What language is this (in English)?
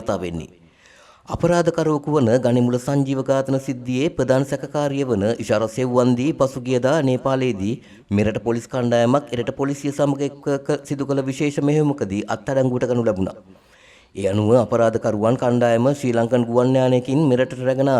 Sinhala